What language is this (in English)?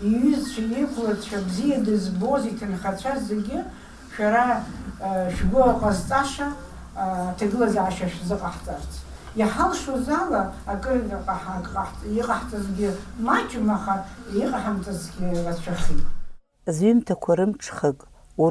Abkhazian